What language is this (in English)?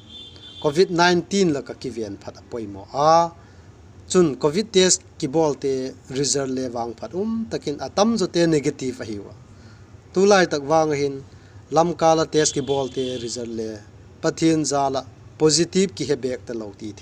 Vaiphei